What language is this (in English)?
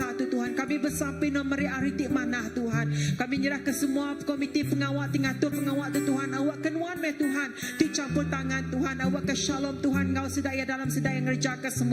Iban